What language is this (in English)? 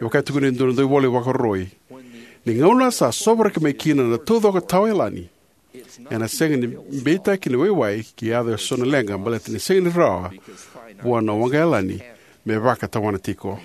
Fijian